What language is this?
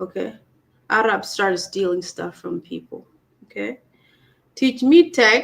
Acoli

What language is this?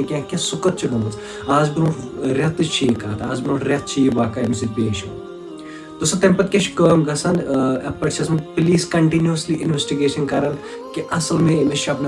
Kashmiri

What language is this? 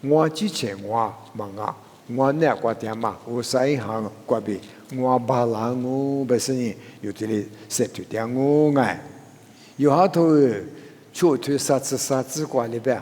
Lisu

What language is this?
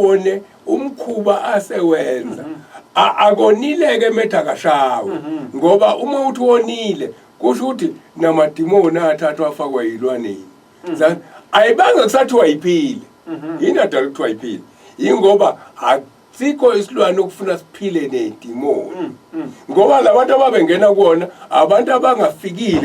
Zulu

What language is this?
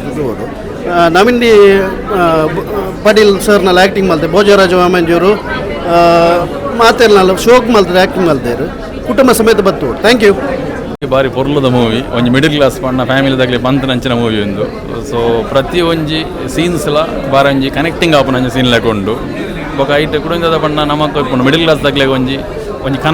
Tulu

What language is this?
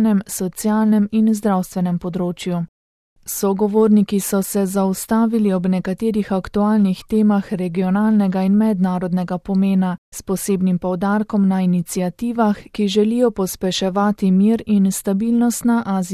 Slovenian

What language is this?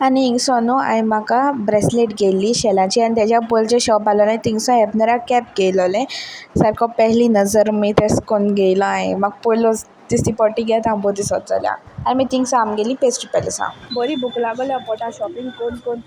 Konkani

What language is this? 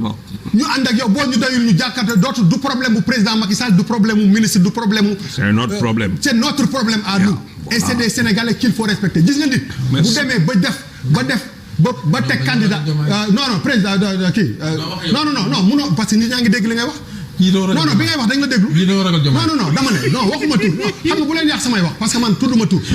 Wolof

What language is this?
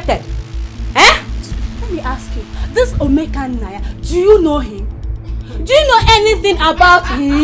Nigerian Pidgin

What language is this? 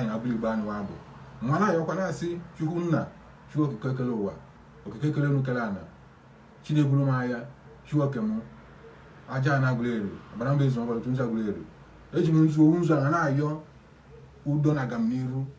Igbo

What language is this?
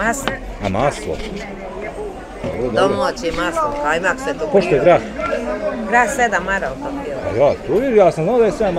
Bosnian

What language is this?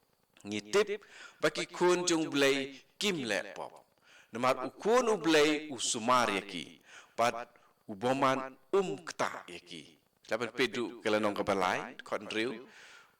Khasi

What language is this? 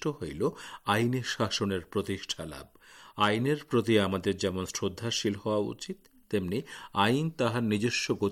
Bangla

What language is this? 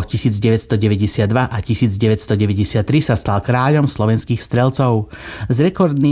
Slovak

